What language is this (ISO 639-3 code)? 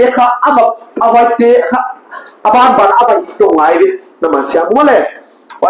pck